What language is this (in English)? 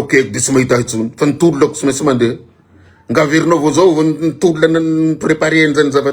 Malagasy